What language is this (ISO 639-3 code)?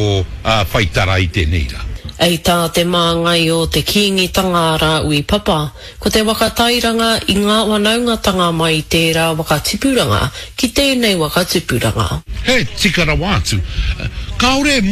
mri